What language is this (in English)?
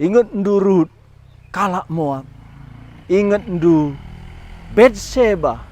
Batak Karo